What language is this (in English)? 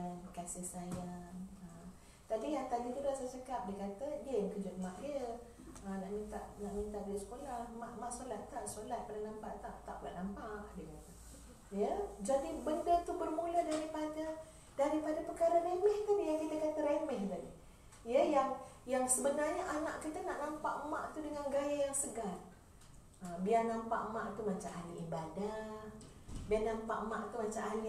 Malay